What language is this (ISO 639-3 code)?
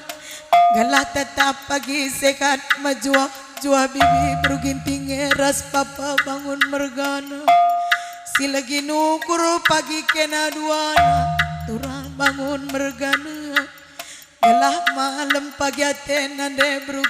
btx